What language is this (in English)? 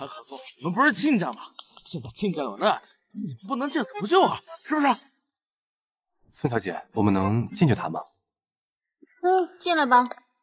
Chinese